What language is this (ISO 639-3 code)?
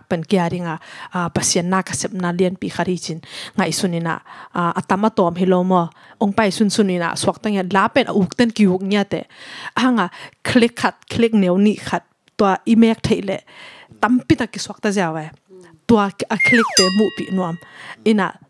ctd